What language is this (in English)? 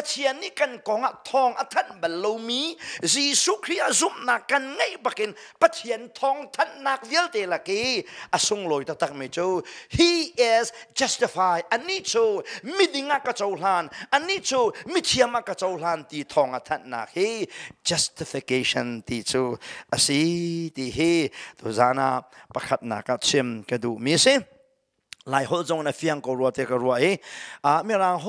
Hakha Chin